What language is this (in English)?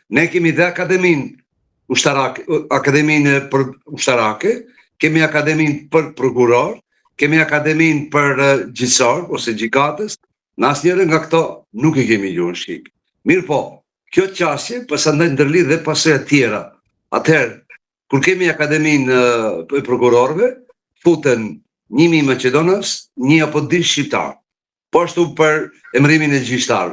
Albanian